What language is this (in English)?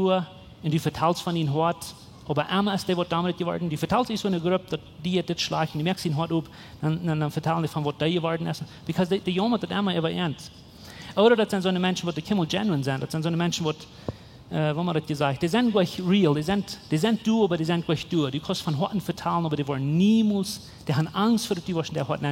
Plautdietsch